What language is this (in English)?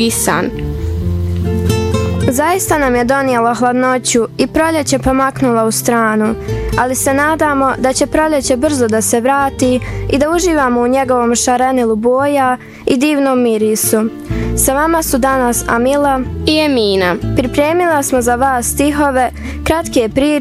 Bosnian